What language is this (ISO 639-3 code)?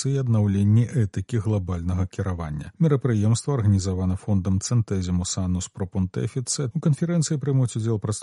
bel